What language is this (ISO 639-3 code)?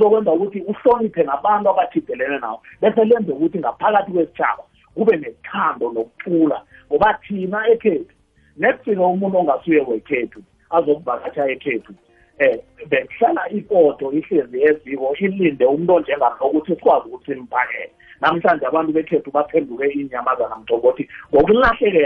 nbl